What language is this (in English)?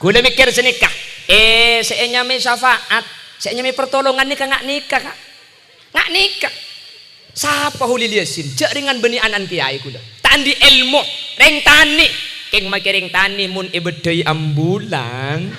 Madurese